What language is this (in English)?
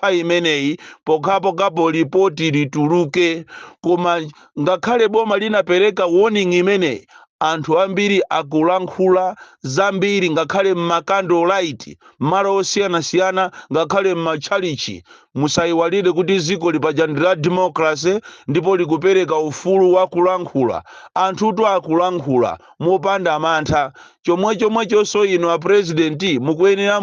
Nyanja